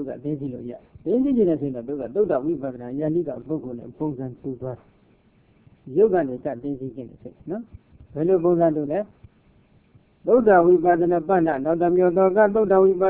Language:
Burmese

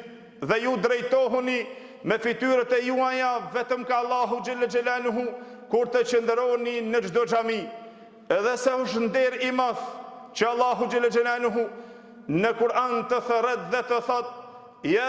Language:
Albanian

